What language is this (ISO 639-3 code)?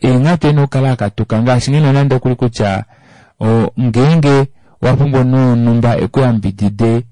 kua